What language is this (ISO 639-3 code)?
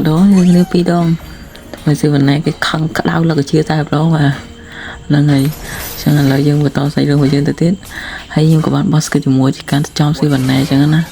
khm